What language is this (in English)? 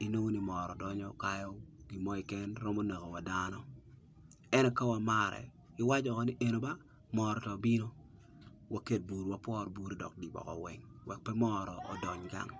Acoli